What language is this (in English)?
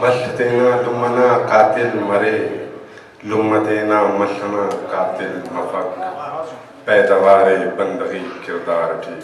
Brahui